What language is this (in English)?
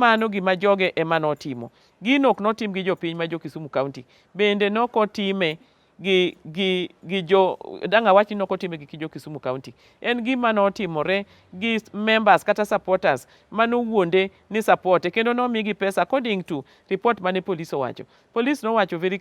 Luo (Kenya and Tanzania)